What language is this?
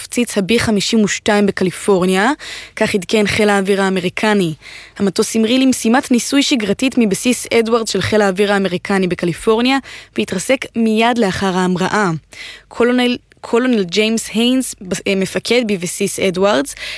Hebrew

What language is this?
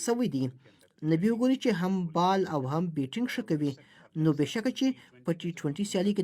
Pashto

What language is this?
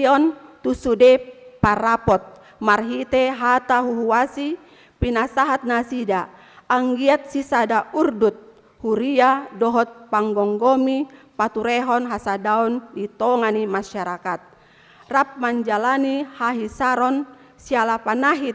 Batak Toba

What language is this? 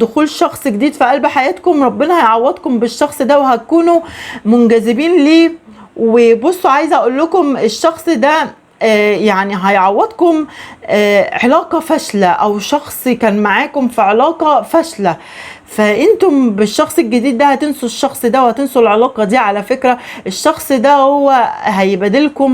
Egyptian Arabic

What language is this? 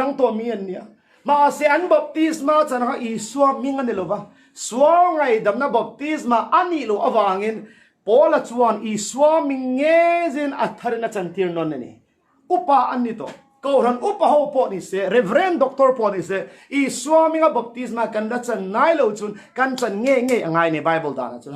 Thado Chin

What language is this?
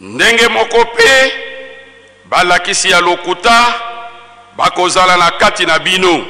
Lingala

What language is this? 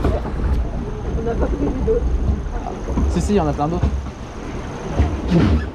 French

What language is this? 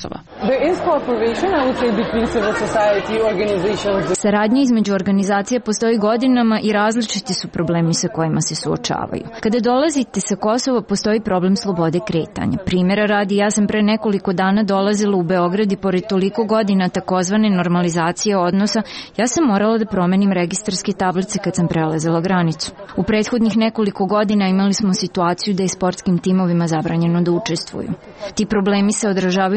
Serbian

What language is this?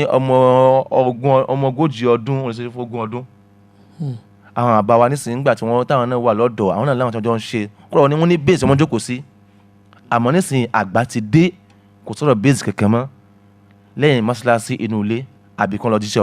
Yoruba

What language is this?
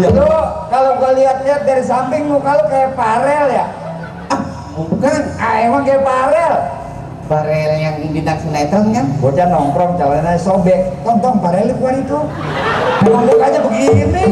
Betawi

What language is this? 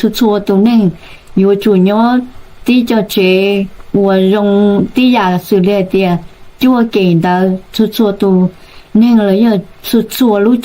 Hmong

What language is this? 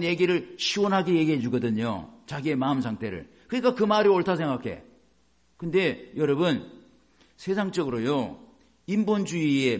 Korean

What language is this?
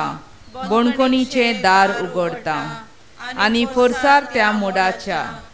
Konkani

